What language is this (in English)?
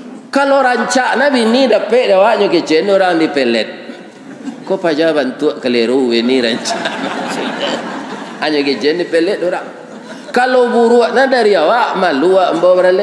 Minangkabau